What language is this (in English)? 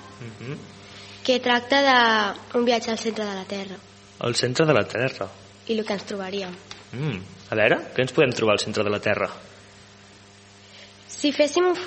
Catalan